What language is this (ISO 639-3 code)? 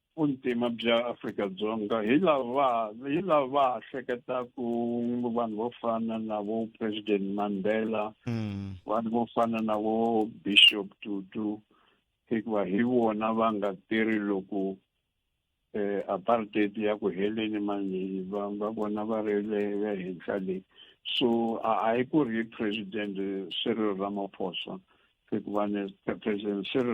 tso